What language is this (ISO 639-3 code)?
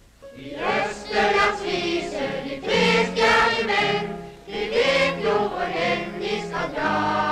nor